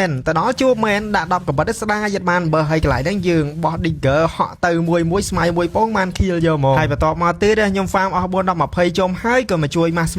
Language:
Khmer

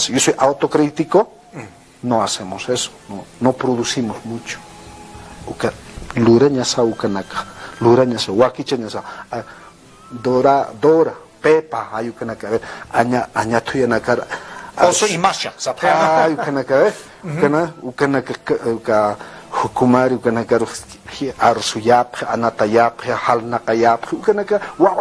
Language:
Aymara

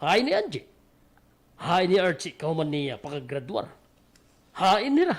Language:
Waray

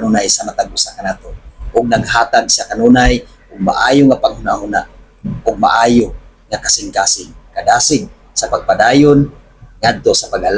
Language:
Cebuano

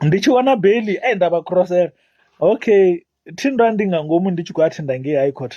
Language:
Venda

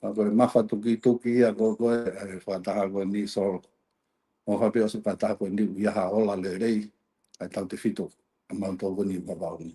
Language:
Tongan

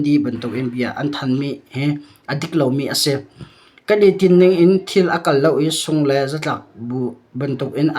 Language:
Hakha Chin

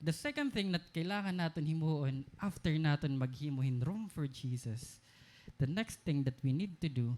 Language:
Waray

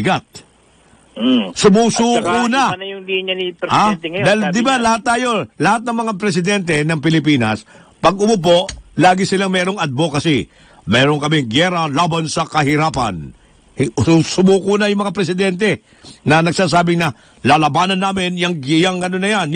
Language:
Filipino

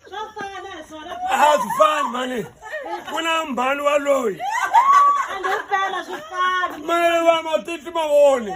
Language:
Tsonga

